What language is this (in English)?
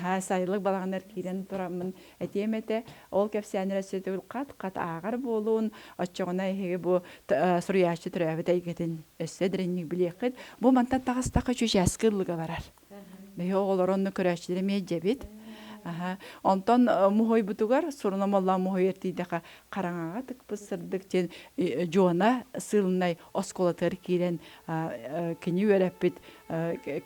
Yakut